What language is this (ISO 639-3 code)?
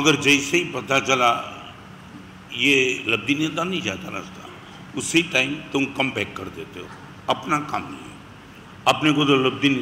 hin